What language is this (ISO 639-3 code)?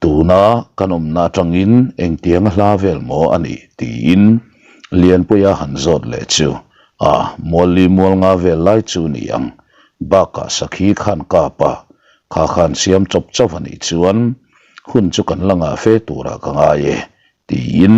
lus